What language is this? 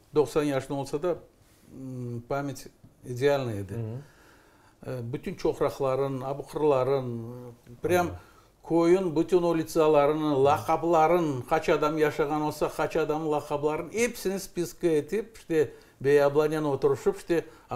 Crimean Tatar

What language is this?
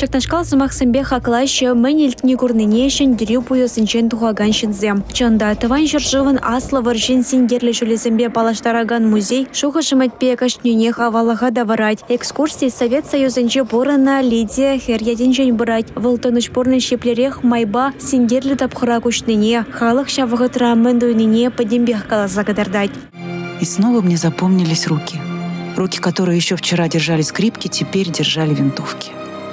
Chuvash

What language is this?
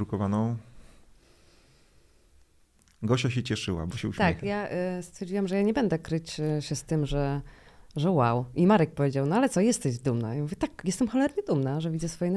Polish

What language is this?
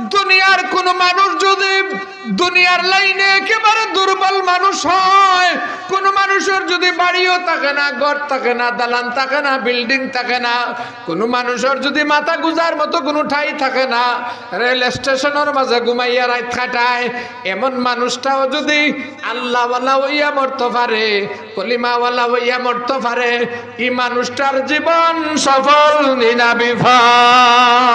Sylheti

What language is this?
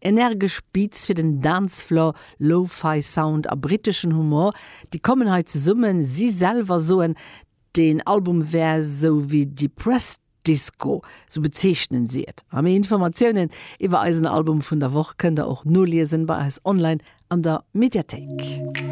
Luxembourgish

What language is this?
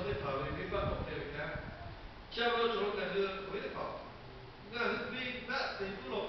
Lahu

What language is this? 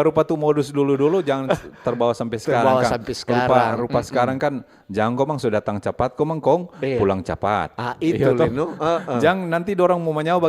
Manado Malay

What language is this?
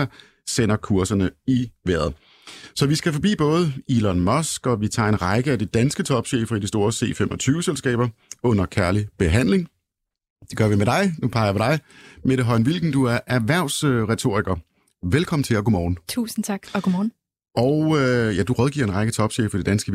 Danish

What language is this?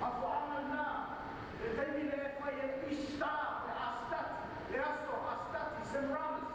Samoan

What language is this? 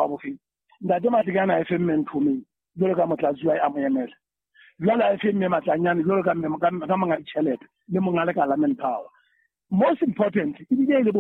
Southern Sotho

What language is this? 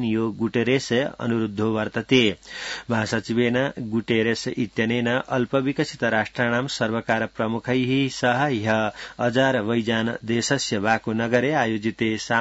Sanskrit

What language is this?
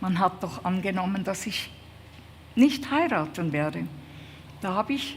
Swiss German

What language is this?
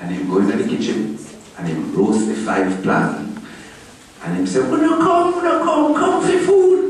Jamaican Creole English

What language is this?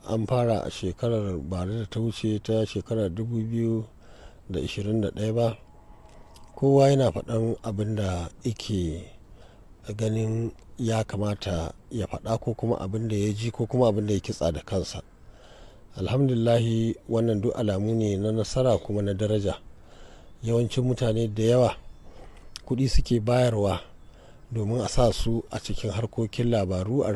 Hausa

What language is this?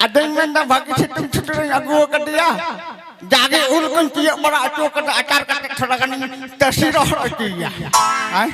Santali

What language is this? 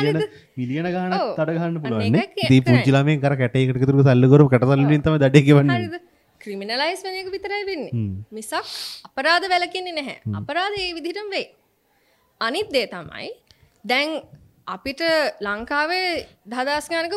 Sinhala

